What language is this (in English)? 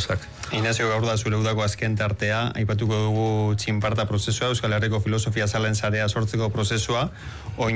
Basque